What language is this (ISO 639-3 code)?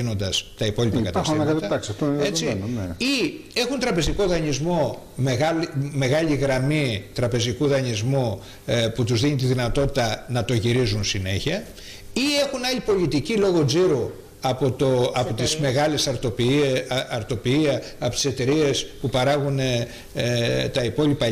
ell